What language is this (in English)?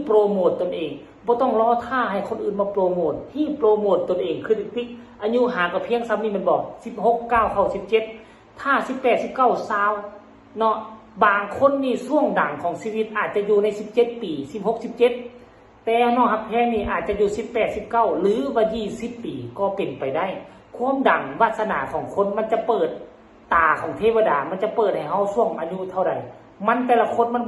Northeastern Thai